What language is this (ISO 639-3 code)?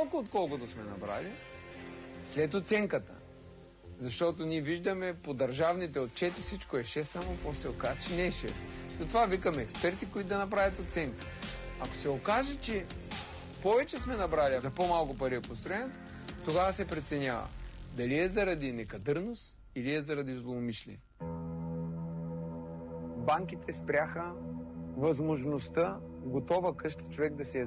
bul